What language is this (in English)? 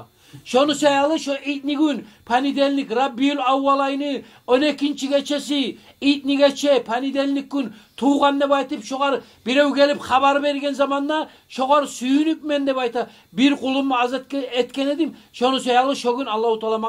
Kumyk